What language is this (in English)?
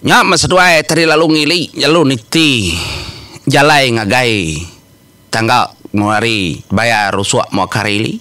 Iban